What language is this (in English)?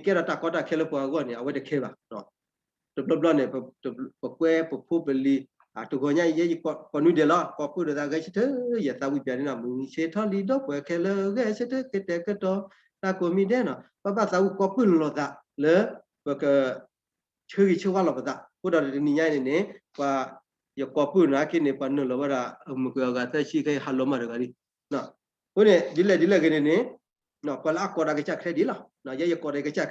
S'gaw Karen